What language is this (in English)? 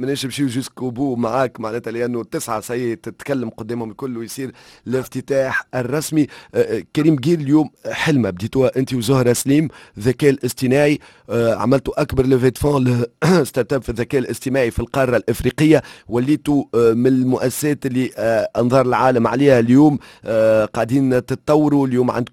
Tunisian Arabic